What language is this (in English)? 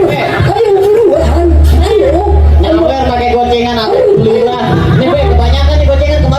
Betawi